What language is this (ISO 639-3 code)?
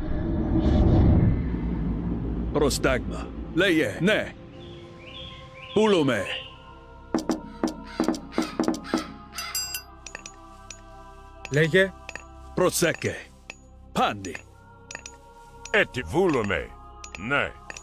ell